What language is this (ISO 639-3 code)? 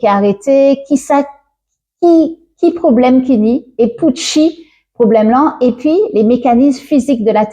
gcf